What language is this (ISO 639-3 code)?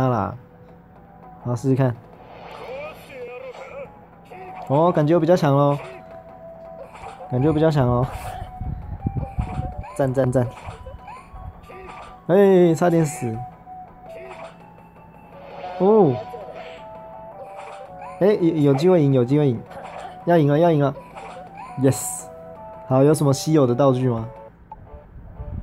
zho